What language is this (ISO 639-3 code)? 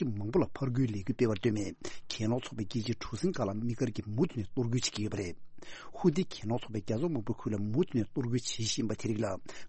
bod